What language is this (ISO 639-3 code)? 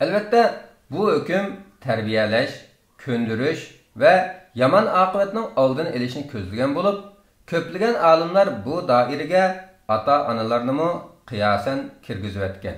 uig